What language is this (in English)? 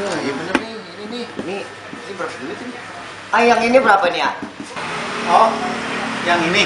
Betawi